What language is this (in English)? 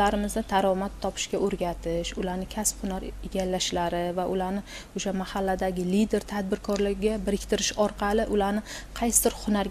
Uzbek